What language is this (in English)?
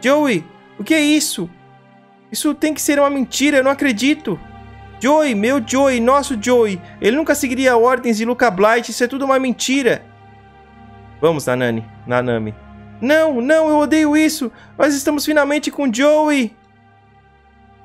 Portuguese